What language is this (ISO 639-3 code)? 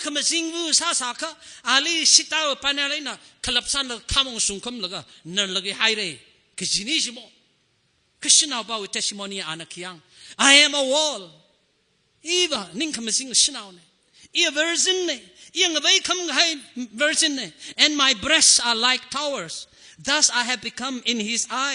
nmf